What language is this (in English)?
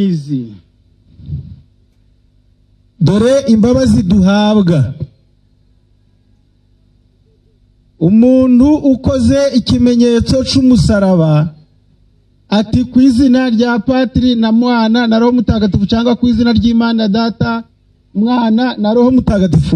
Kinyarwanda